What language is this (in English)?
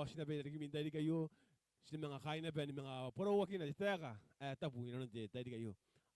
Gilbertese